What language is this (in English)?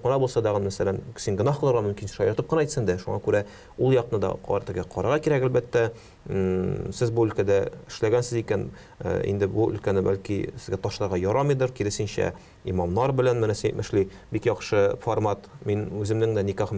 Tatar